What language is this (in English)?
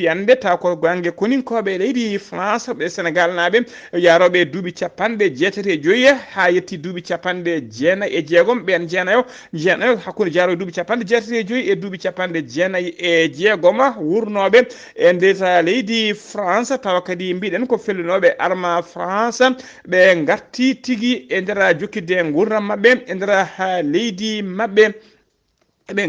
Fula